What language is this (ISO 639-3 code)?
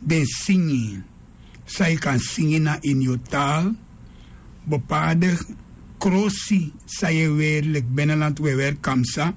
srn